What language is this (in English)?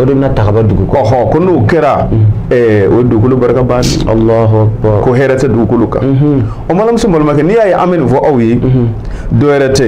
Bambara